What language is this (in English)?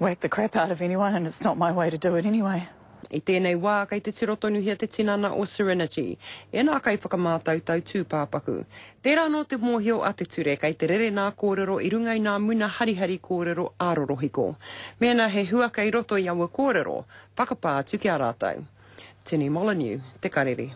Māori